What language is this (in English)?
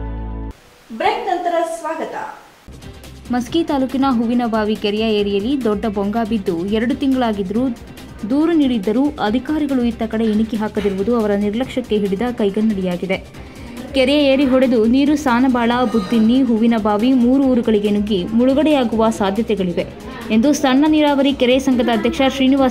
Kannada